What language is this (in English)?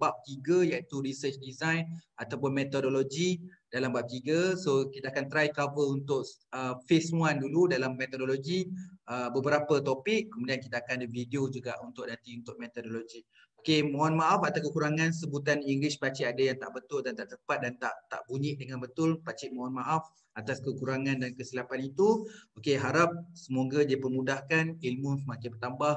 Malay